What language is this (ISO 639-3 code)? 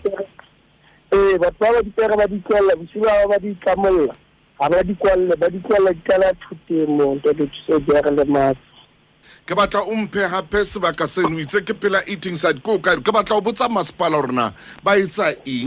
sot